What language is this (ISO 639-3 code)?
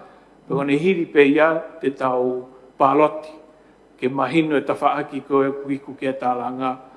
ton